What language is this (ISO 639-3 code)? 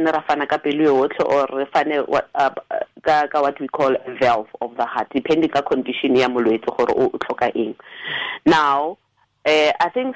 tsn